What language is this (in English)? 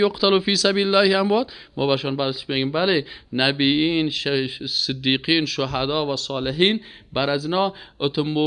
Persian